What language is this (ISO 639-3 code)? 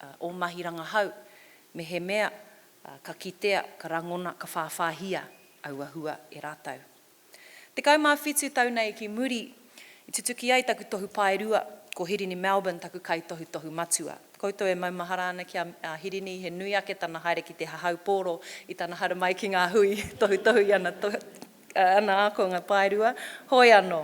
mri